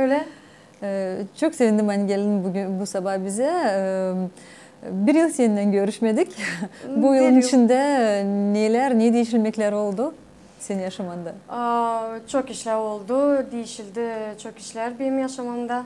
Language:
Gagauz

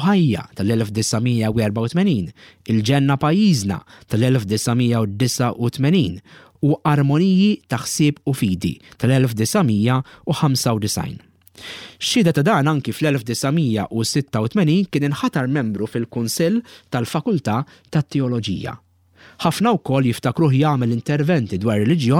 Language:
Maltese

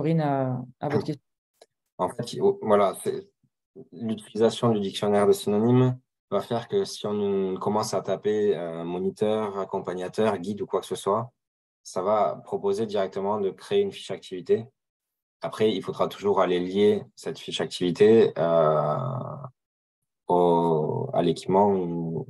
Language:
French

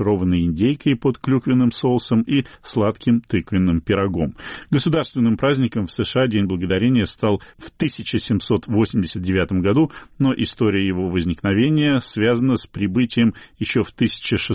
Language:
Russian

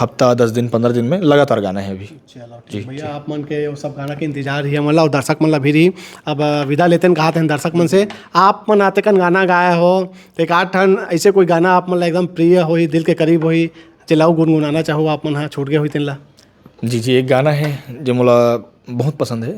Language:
Chhattisgarhi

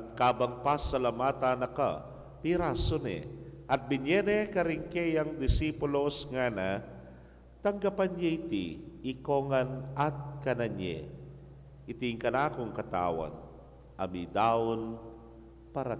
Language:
Pampanga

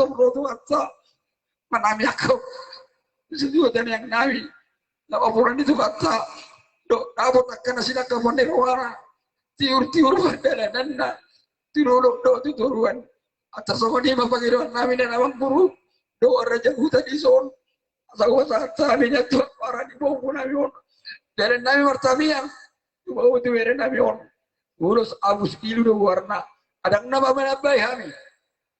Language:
Batak Toba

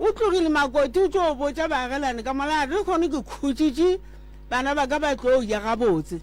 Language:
Northern Sotho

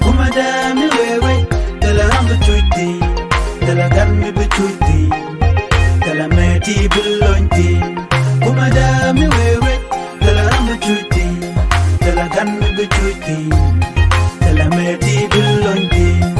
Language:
Nuer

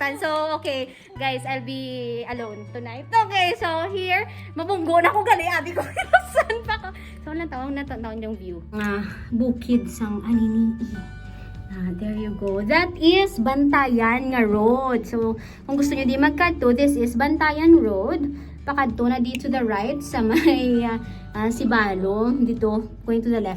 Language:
Hiligaynon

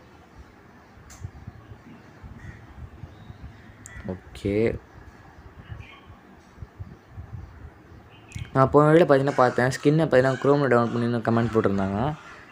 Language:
Tamil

